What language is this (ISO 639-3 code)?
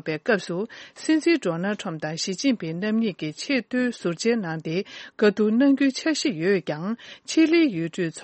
bod